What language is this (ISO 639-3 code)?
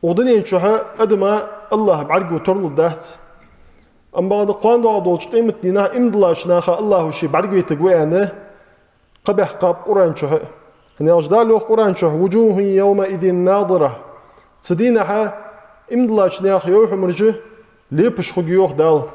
inh